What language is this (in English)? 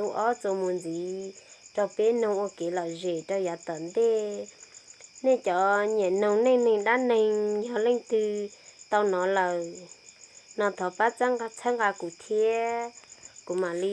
Hmong